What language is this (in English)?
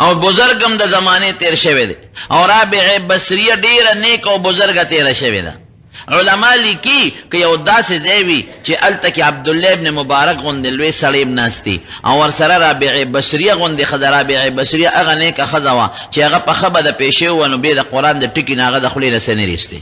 Pashto